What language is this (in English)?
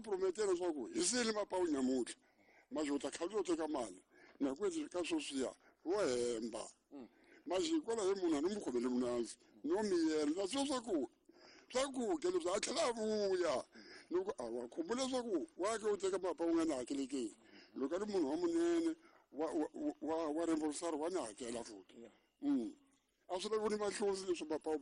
Tsonga